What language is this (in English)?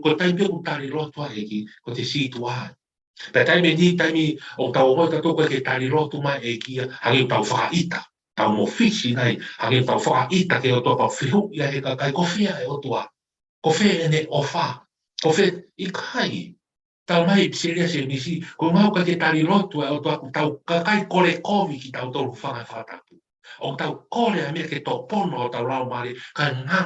Tongan